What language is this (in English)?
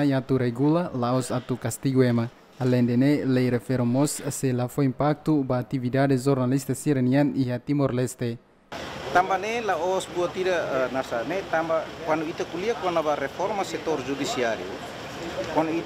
Tetum